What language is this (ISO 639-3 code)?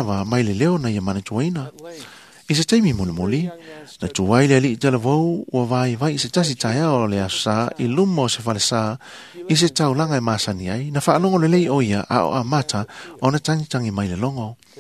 smo